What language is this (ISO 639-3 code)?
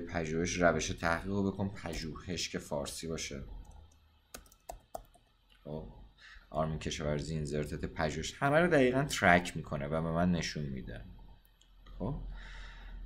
fas